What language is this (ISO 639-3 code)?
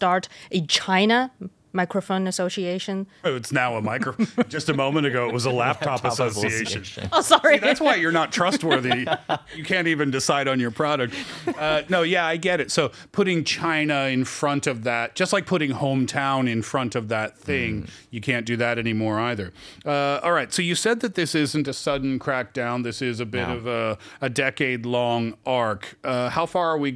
eng